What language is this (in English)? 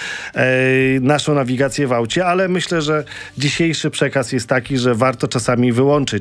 Polish